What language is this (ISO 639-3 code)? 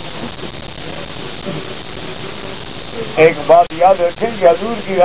urd